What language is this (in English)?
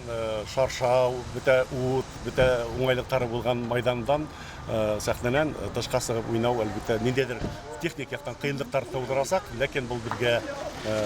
Bashkir